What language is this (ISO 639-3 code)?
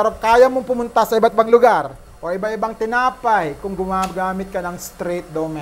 fil